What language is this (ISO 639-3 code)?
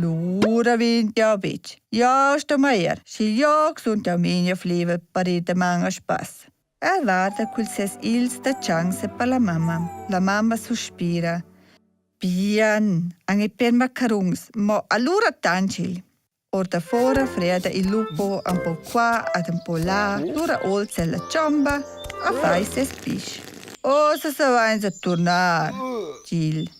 roh